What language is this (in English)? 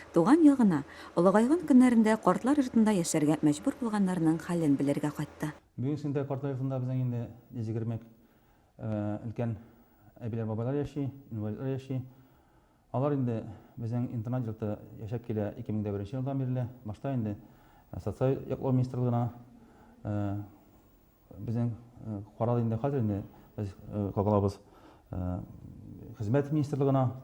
Tatar